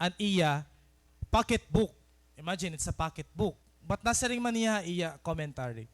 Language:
Waray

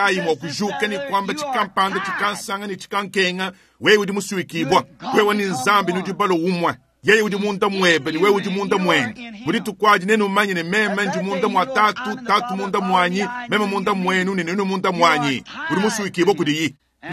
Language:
Luba-Lulua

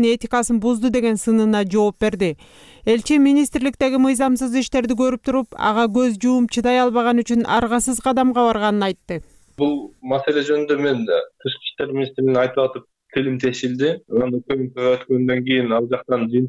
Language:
Kyrgyz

